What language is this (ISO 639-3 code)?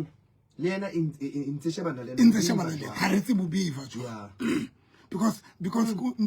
sot